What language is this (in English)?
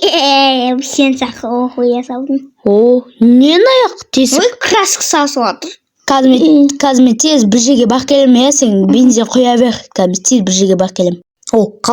Kazakh